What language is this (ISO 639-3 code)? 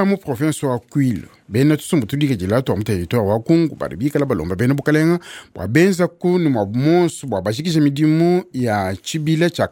lua